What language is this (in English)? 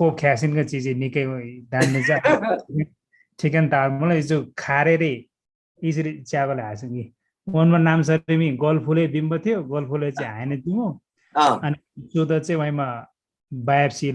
Eastern Tamang